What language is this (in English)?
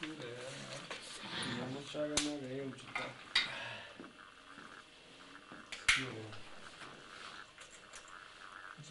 Bulgarian